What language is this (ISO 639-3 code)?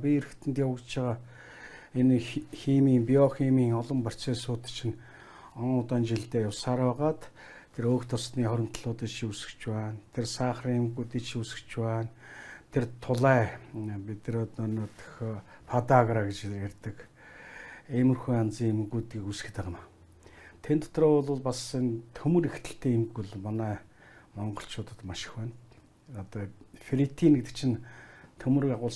mon